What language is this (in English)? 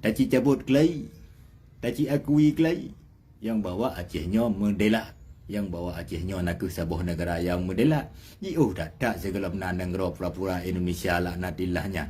Achinese